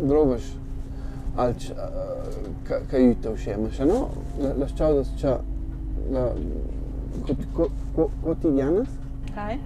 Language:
Romansh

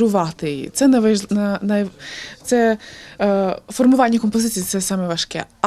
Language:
Ukrainian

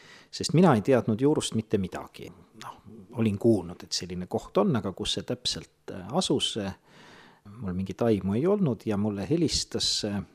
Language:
Estonian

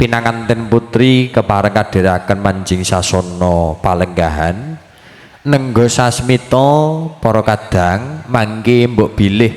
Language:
Javanese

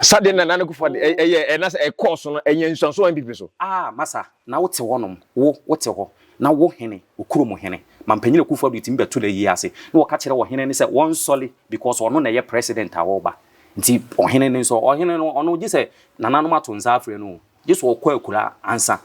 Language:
Akan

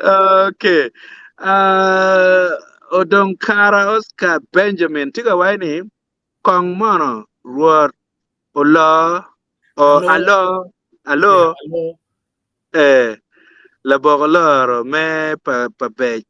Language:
Acoli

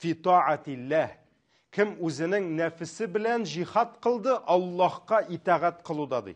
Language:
Tatar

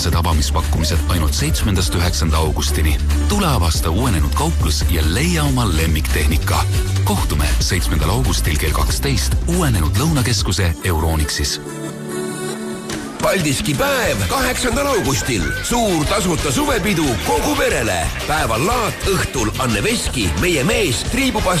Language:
Estonian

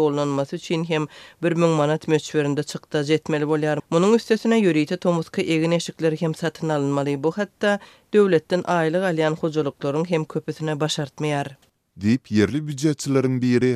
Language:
Turkmen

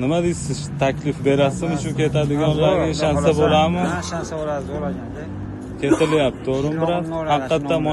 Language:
Uzbek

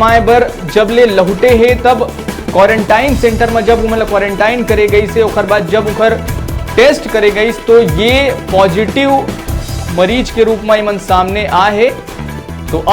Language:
Chhattisgarhi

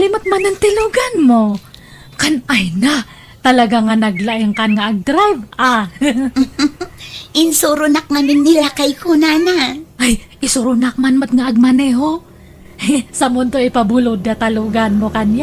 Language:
Iloko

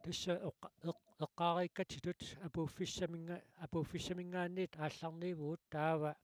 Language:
Kalaallisut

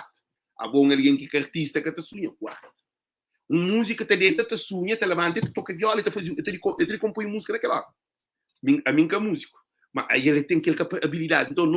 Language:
Kabuverdianu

